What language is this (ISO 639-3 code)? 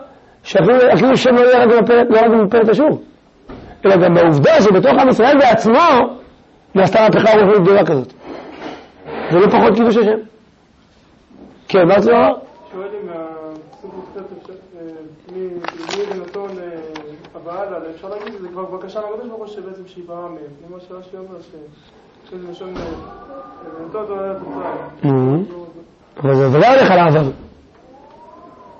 heb